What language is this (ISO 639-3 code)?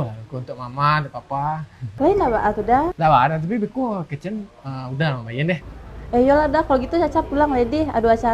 min